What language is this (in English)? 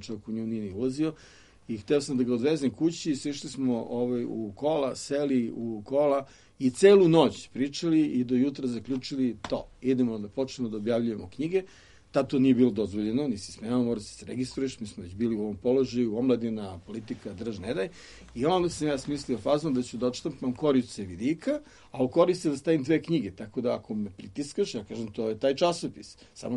Serbian